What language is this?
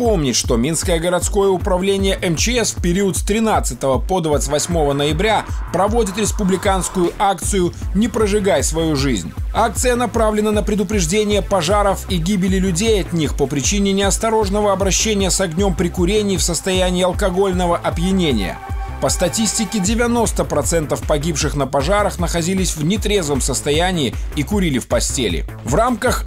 Russian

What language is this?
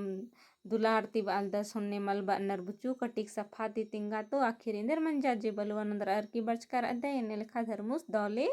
Kurukh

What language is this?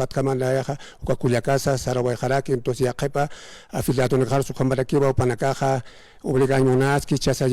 Aymara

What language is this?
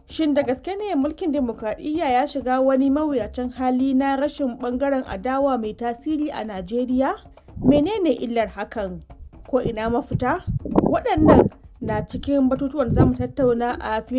Hausa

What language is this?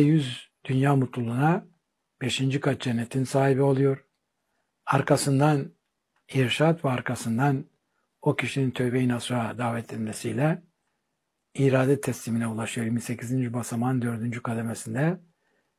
Turkish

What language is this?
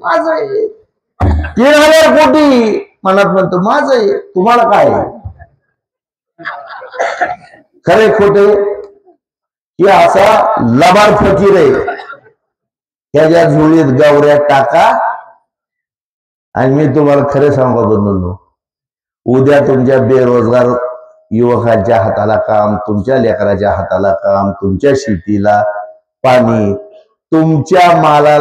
Marathi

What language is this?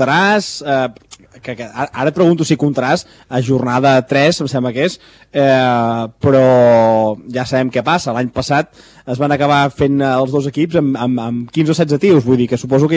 Catalan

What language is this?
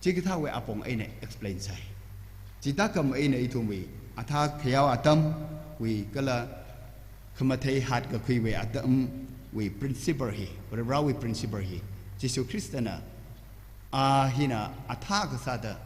Tangkhul Naga (India)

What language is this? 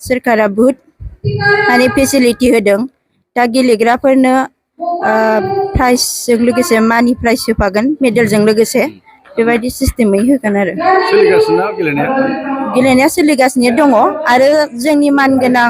Bodo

